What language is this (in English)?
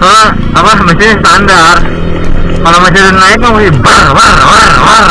Betawi